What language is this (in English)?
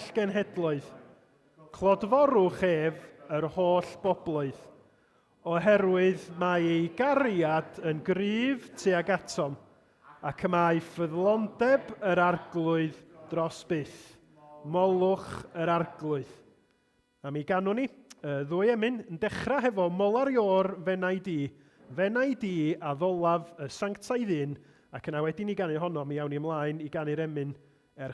Welsh